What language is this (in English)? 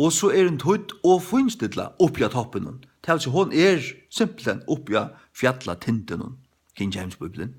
Faroese